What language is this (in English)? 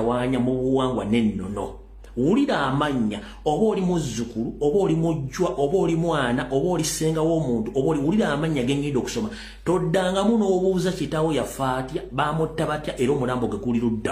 Ganda